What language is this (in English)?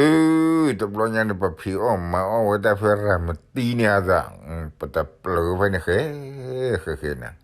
S'gaw Karen